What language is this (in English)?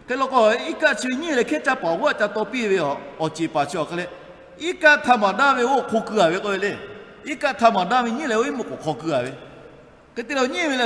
Lahu